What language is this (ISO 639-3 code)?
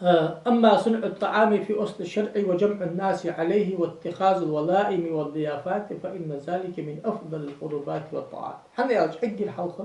inh